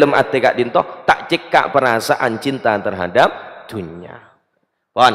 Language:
Madurese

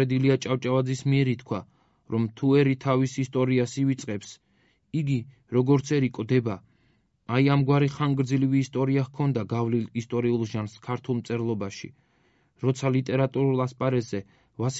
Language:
Georgian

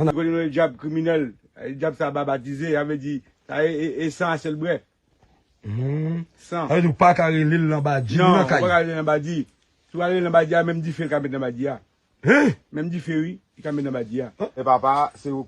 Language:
Haitian Creole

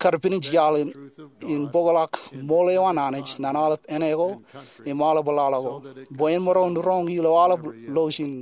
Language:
Marshallese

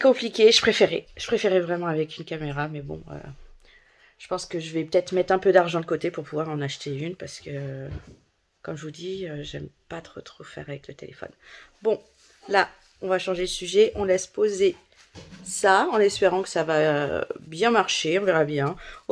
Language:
French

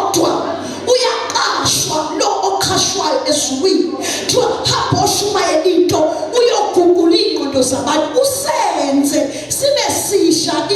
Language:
Zulu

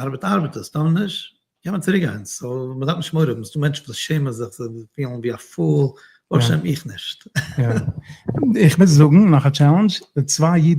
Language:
Yiddish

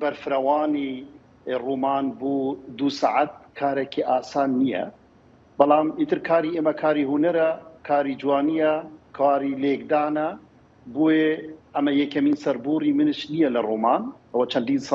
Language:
Central Kurdish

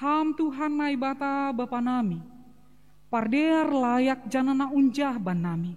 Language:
Batak Simalungun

